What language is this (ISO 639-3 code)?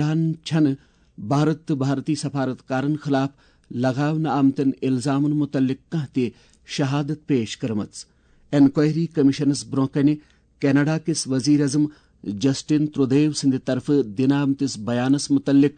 kas